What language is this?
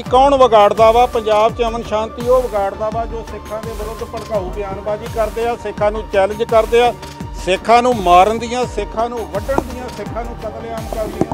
Punjabi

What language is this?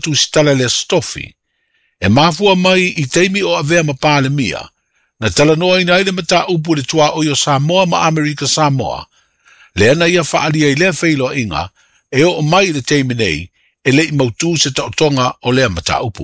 Samoan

